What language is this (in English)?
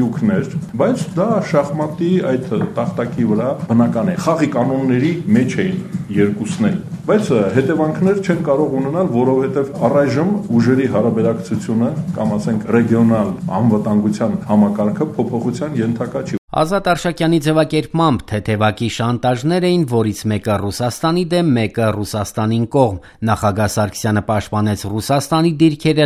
Armenian